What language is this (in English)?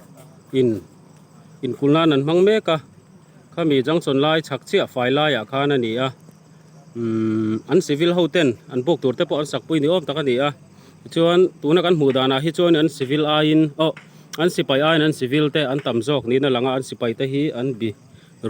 Mizo